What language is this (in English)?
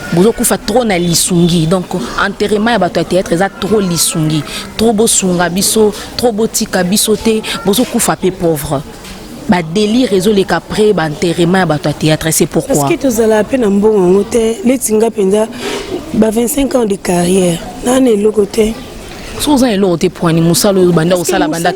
Lingala